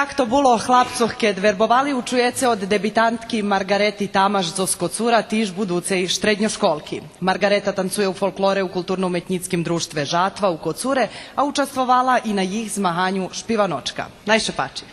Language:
Rusyn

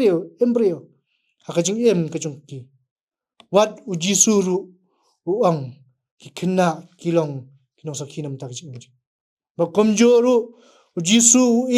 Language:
Khasi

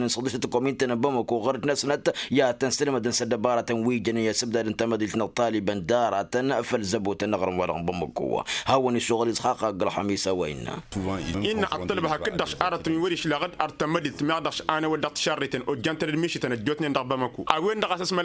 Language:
Tamasheq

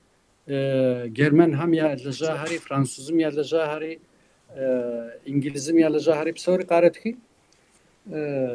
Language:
Kabardian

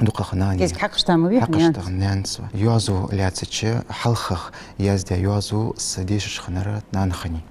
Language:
Ingush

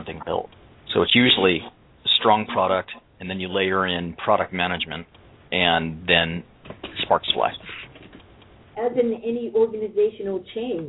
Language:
English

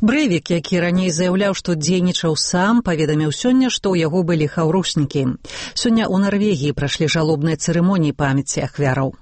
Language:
Belarusian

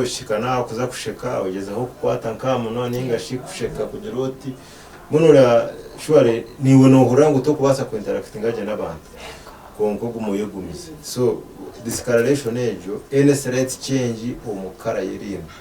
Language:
Nyankole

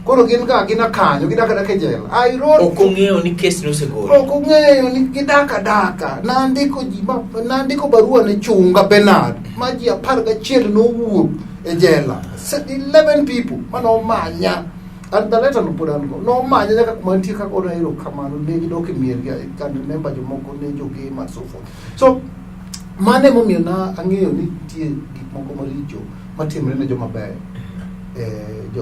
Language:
Luo (Kenya and Tanzania)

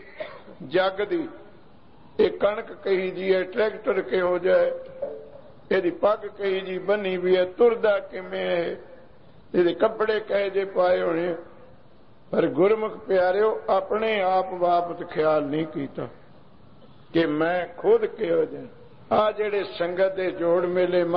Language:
Punjabi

